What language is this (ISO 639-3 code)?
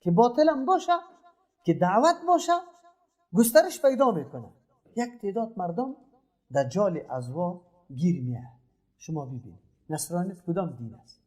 fas